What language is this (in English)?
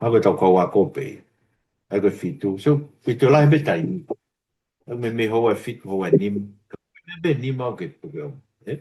Tongan